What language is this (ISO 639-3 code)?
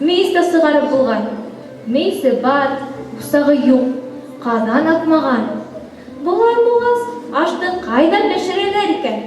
bak